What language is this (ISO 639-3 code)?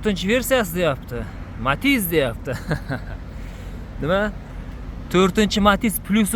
uzb